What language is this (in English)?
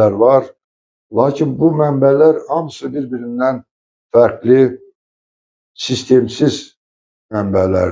Azerbaijani